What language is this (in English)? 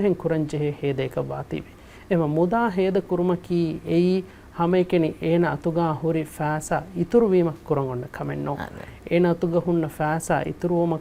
Divehi